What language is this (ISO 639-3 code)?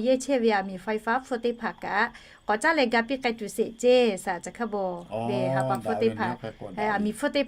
lhu